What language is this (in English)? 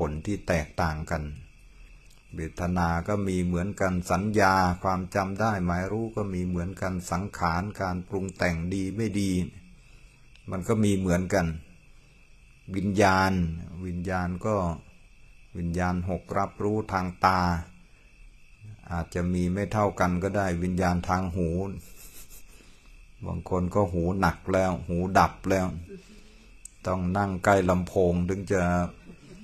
Thai